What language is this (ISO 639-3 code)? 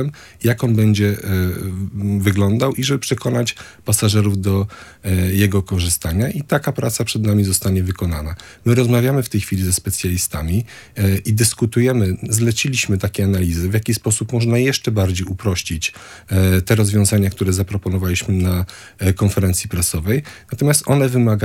pol